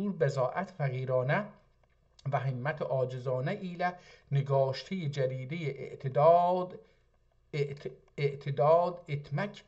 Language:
South Azerbaijani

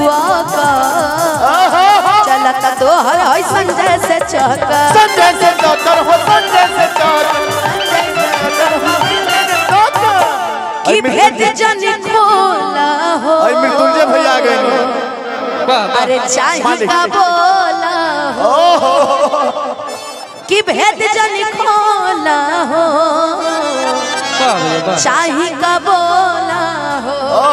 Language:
Bhojpuri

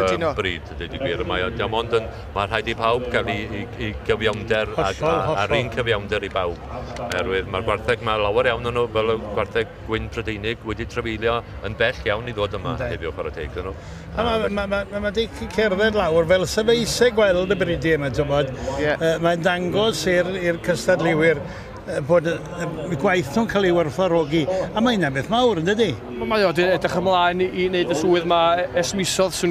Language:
Welsh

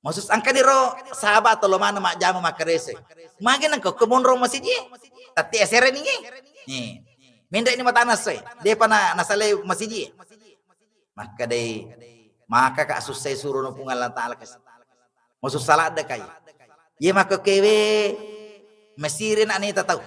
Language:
Buginese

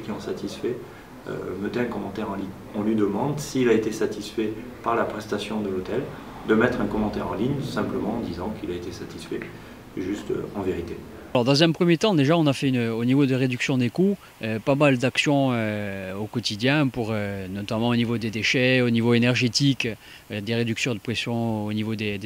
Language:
French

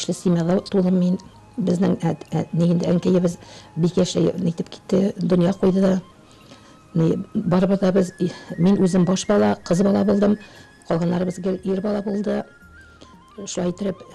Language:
Tatar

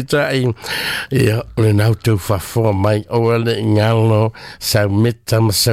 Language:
Samoan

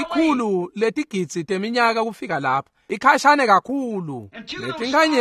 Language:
Swati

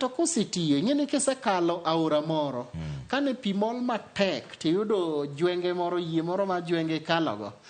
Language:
Luo (Kenya and Tanzania)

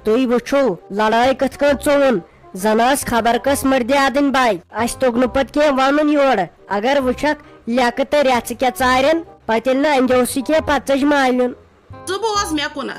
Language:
Kashmiri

